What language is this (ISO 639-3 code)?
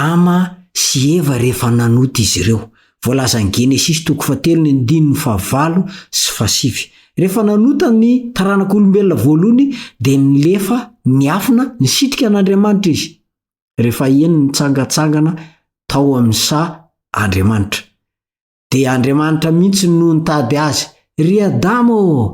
mlg